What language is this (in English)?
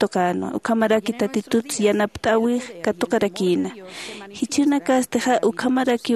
Aymara